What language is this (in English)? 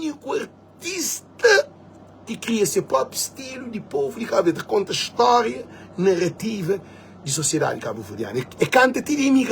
Kabuverdianu